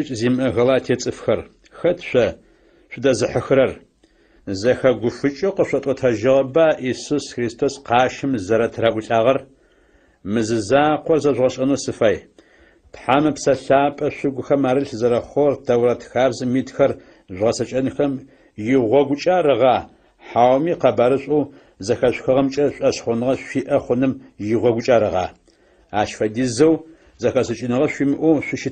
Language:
Adyghe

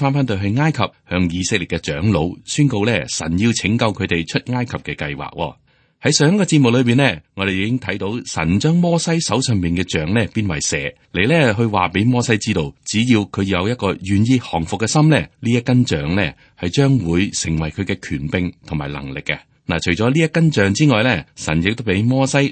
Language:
Cantonese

